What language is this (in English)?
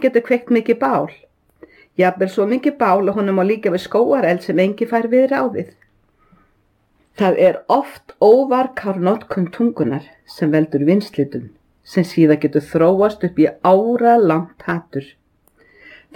Icelandic